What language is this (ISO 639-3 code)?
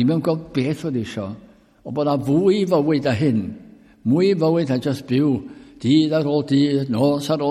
cym